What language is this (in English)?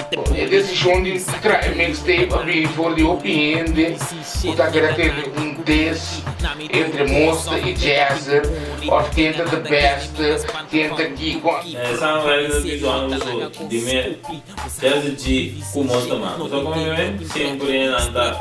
Papiamento